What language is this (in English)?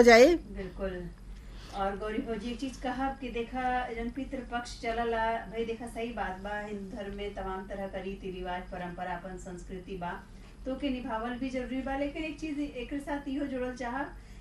Bhojpuri